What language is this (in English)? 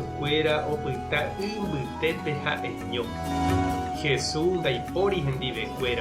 Guarani